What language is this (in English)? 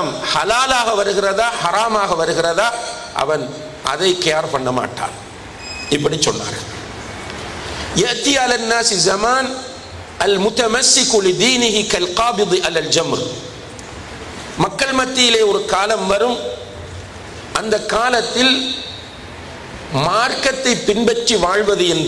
Tamil